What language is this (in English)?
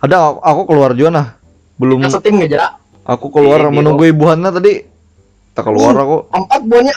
Banjar